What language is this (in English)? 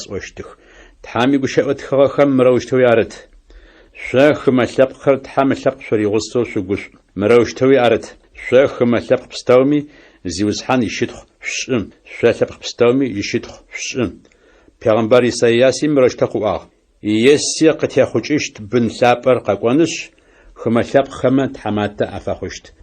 Adyghe